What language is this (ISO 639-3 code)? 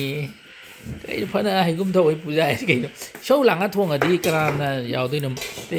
mni